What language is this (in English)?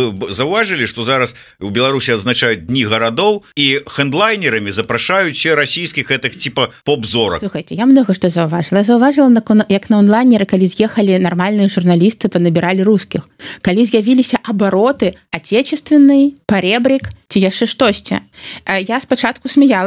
Belarusian